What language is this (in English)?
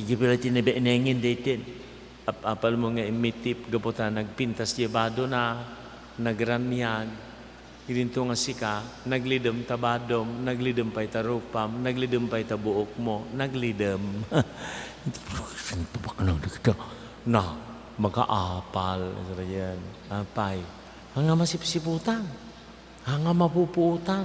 Iloko